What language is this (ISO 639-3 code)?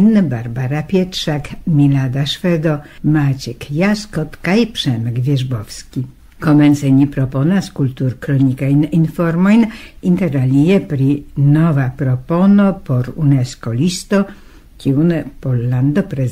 epo